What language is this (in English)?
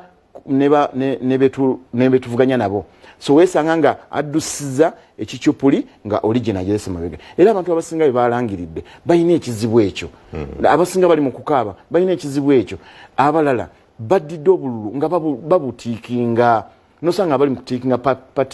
Ganda